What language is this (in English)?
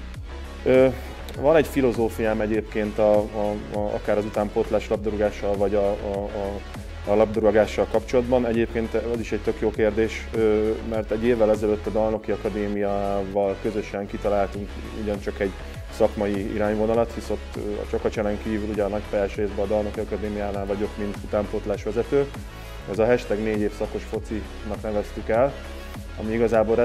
Hungarian